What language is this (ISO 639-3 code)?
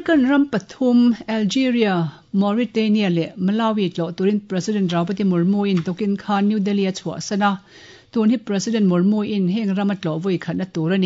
lus